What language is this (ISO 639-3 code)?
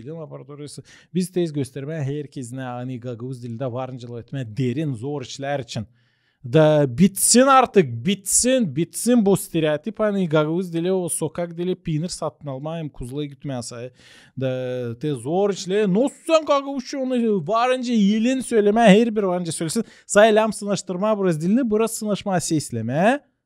gag